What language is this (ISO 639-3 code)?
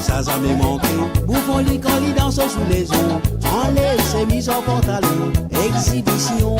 mfe